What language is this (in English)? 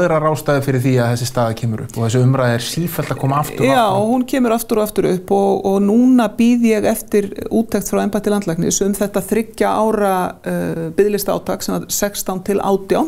Icelandic